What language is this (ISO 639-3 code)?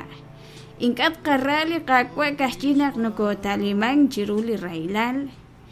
kek